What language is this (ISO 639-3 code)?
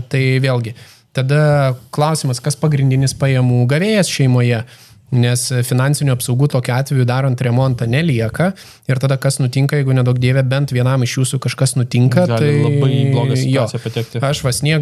lit